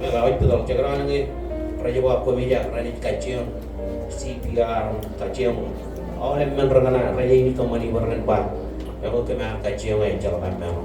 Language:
Marshallese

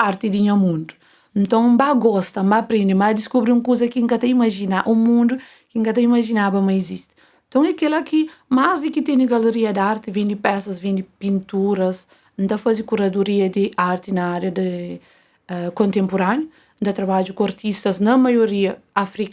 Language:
Kabuverdianu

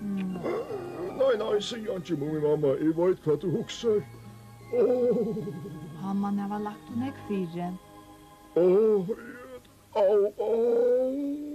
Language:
Faroese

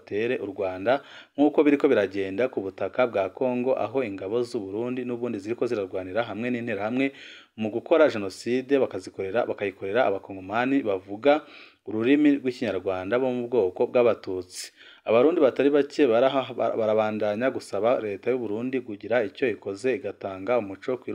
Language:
Rundi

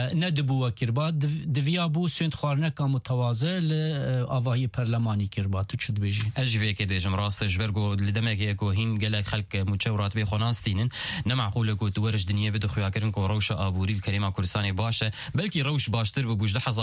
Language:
Kurdish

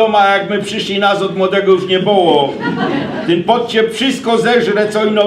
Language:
Silesian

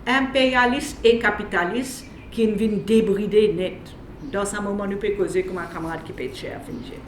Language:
Morisyen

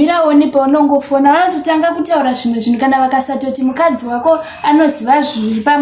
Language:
Shona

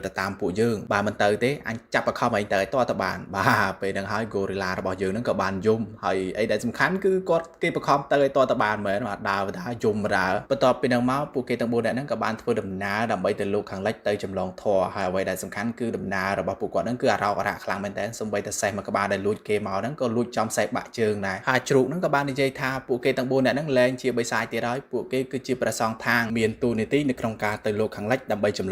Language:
Khmer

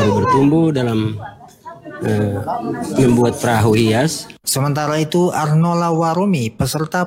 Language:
Indonesian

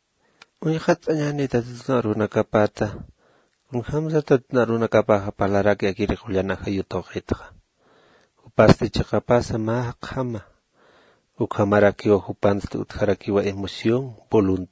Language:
Aymara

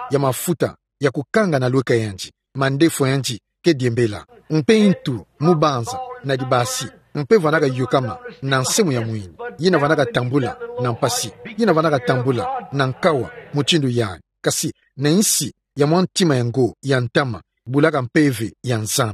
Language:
Kituba (Democratic Republic of Congo)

